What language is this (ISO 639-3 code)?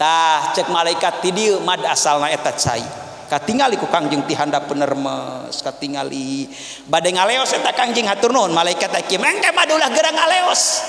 sun